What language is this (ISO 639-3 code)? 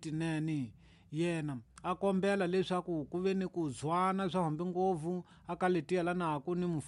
tso